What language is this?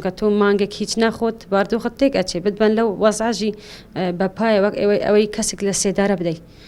Central Kurdish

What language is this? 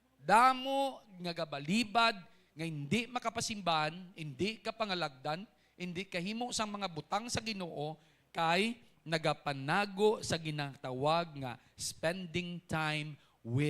Hiligaynon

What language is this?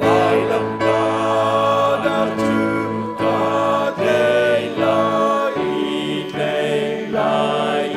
Hakha Chin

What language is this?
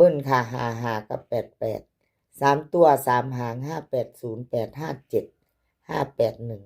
Lao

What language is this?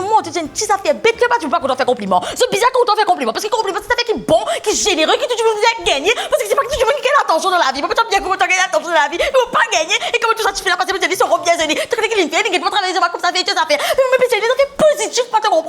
Morisyen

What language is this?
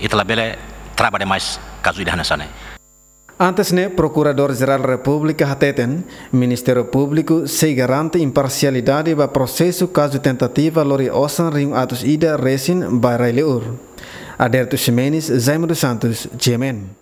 Tetum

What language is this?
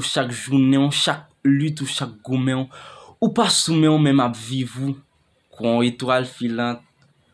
Haitian Creole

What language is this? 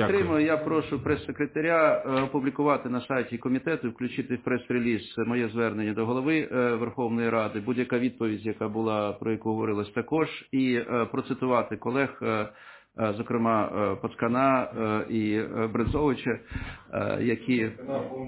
Ukrainian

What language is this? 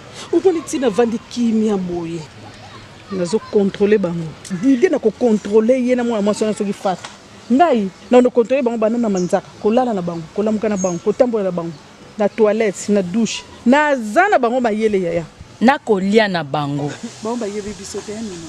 Lingala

